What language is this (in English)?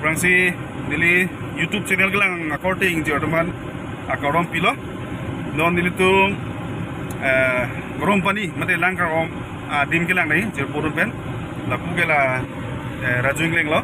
Karbi